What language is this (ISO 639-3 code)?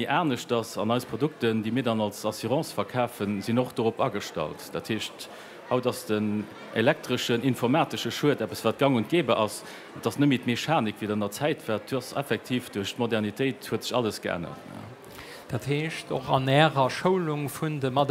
ltz